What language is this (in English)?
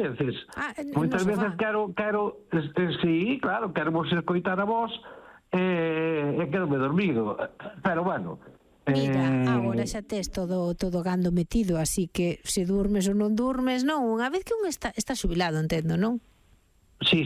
Galician